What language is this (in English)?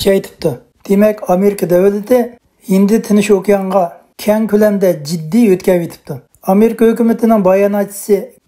Uyghur